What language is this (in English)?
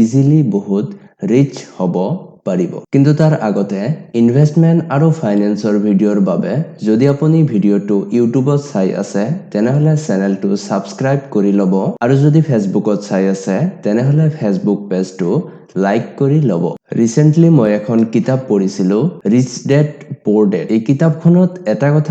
Assamese